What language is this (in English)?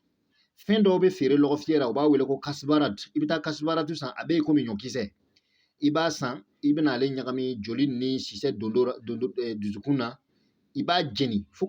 Bambara